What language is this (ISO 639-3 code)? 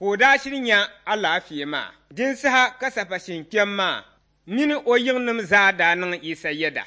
dag